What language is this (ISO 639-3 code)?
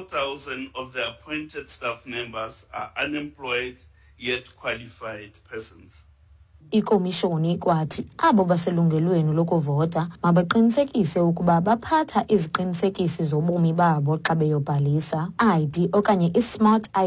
xho